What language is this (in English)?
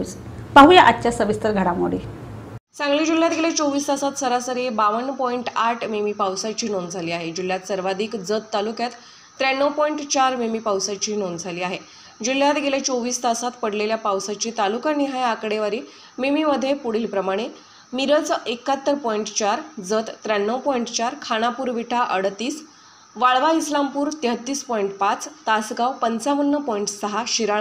Marathi